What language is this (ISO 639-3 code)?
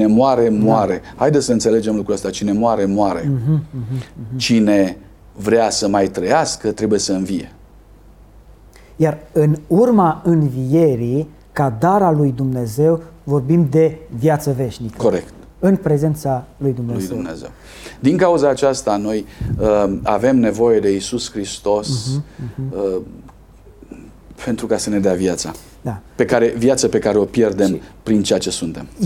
ron